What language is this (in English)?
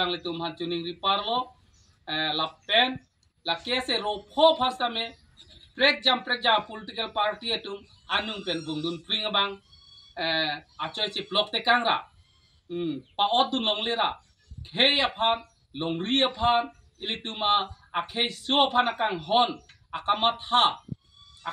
Karbi